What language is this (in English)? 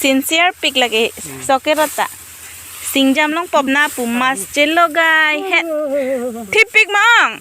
Karbi